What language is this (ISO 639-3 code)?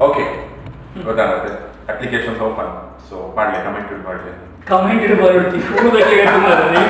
tcy